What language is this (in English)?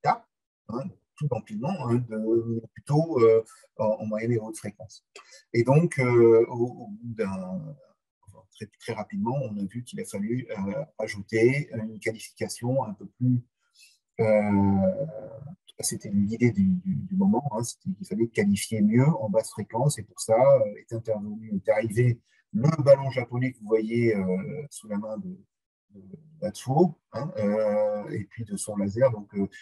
French